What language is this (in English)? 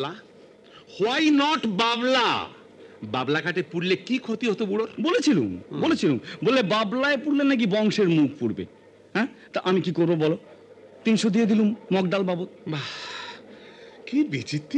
Bangla